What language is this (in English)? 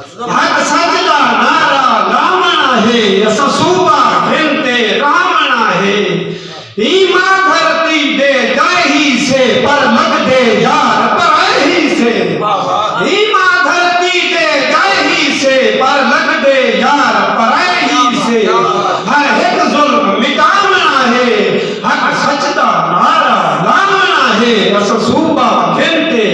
Saraiki